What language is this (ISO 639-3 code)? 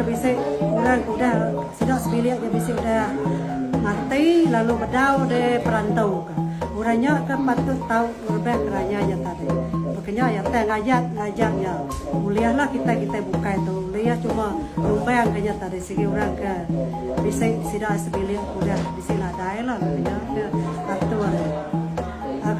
iba